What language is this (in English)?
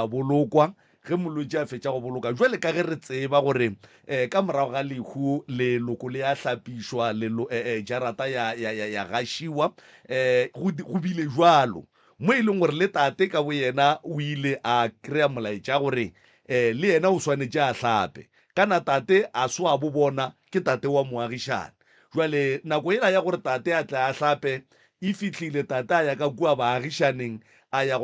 Northern Sotho